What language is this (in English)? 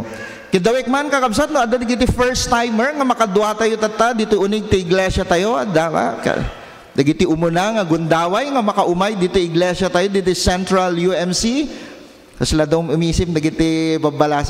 Iloko